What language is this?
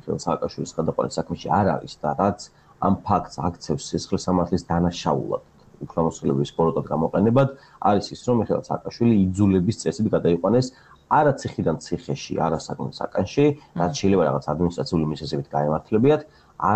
Georgian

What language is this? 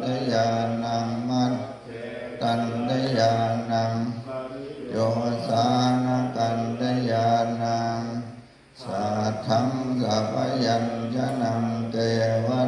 Pali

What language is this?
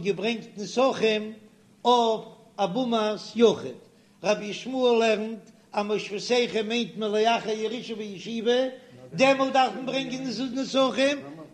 Yiddish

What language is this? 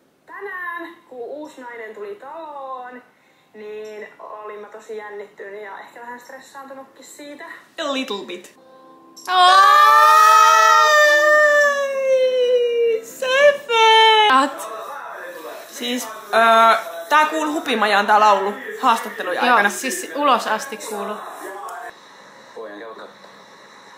Finnish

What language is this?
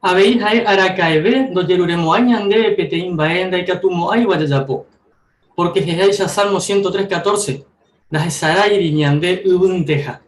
Guarani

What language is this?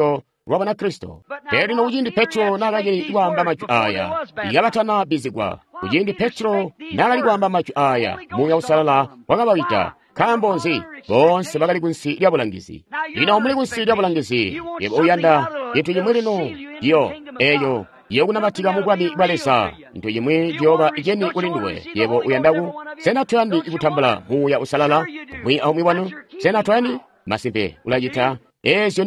Tonga (Zambia)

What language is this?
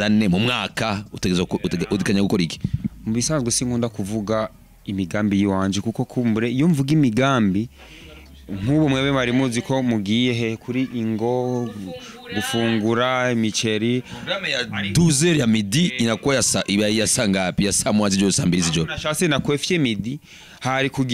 Rundi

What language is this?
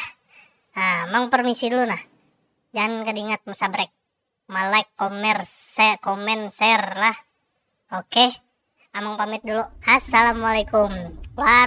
Banjar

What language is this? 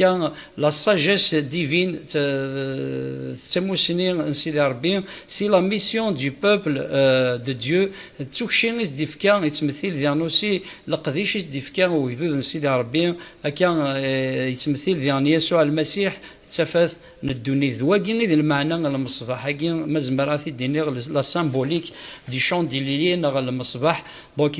Kabyle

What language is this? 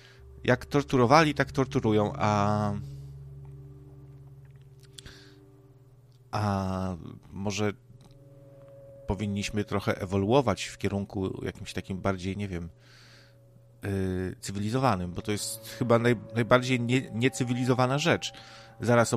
Polish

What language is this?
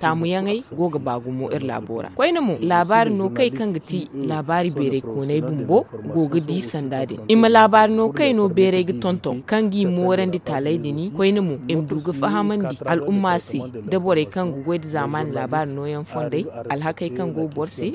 Zarma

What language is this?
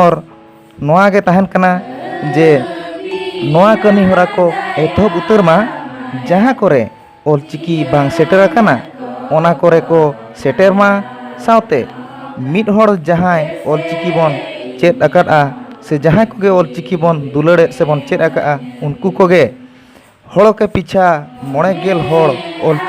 Santali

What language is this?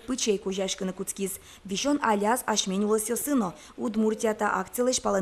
Udmurt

